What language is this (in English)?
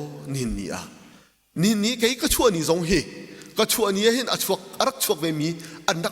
Hakha Chin